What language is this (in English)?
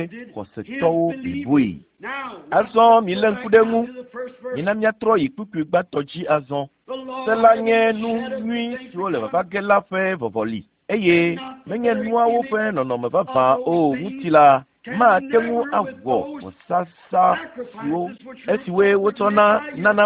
Ewe